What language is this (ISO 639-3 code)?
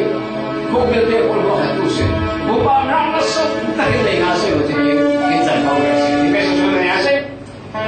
cfm